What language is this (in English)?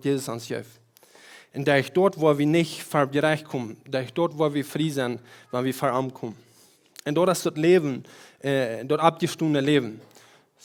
Plautdietsch